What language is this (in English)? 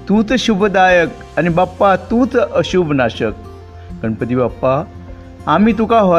Konkani